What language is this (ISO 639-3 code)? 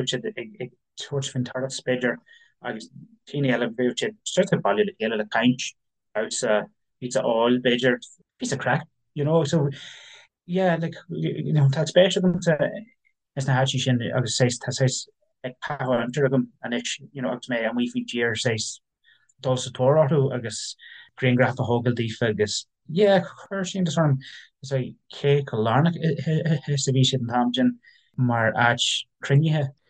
gle